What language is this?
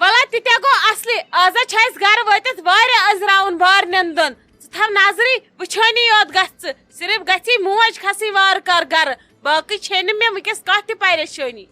Kashmiri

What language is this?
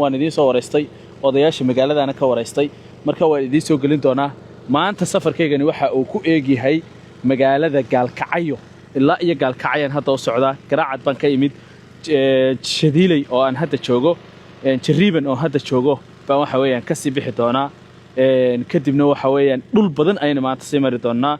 Somali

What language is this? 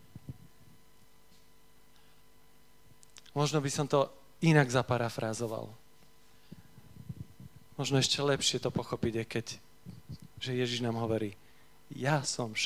Slovak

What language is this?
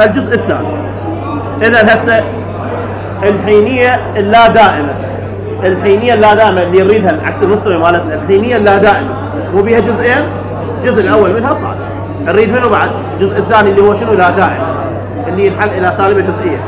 Mesopotamian Arabic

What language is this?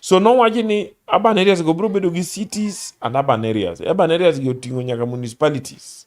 Luo (Kenya and Tanzania)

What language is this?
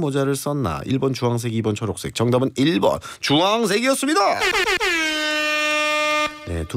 Korean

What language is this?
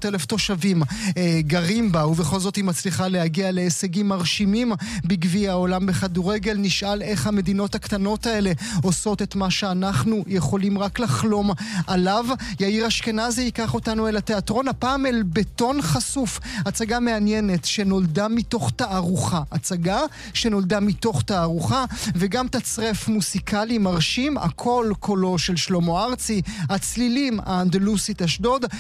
Hebrew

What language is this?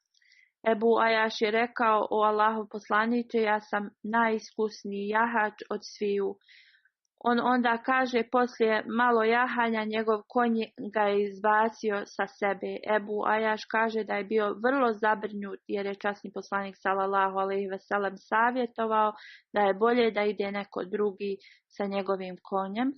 Bosnian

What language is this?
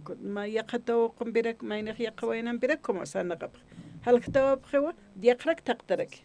Aymara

